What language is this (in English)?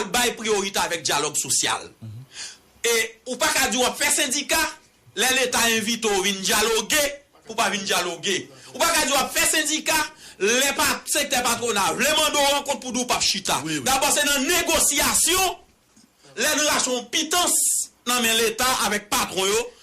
Haitian Creole